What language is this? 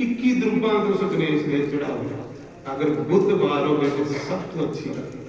Dogri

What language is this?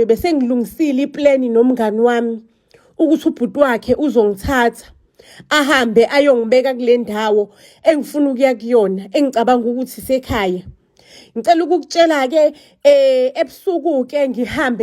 Zulu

